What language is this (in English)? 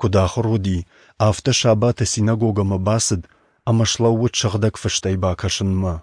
Ossetic